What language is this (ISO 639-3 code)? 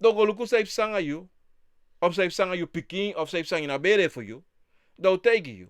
srn